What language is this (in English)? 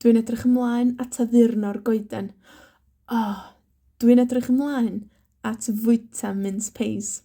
Welsh